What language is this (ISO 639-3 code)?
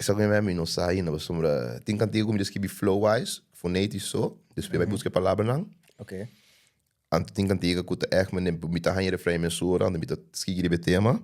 pap